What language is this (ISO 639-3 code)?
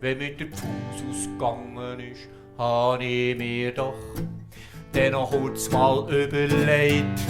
gsw